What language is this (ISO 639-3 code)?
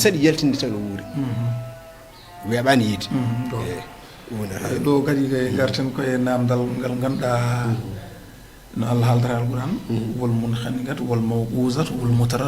ful